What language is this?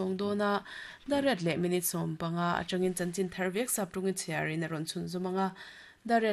Mizo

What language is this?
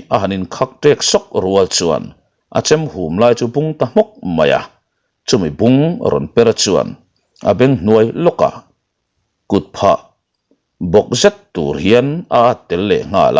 Mizo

